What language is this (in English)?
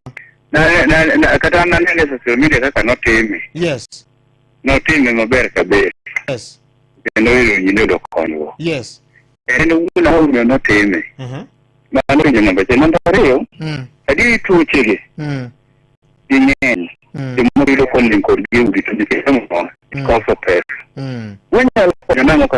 Luo (Kenya and Tanzania)